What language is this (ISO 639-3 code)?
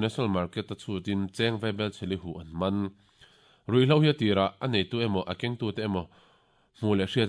lus